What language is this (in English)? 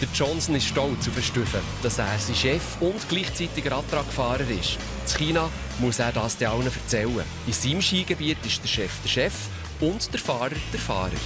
Swiss German